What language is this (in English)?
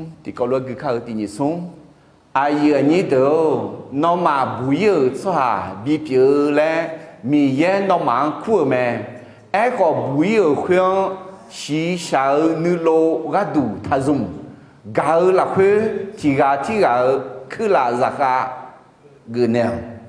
Akha